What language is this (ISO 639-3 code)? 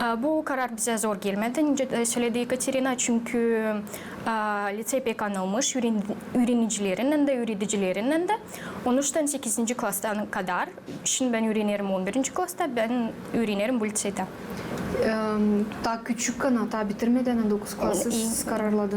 gag